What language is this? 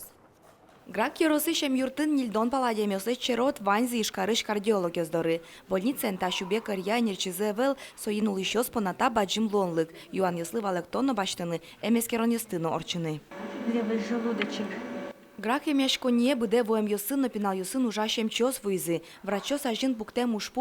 Udmurt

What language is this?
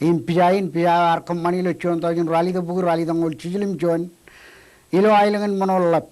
Marshallese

